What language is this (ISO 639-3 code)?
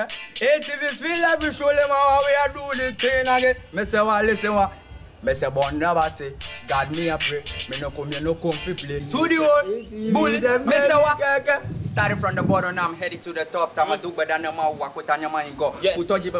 ewe